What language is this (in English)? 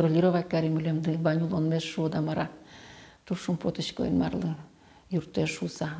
Udmurt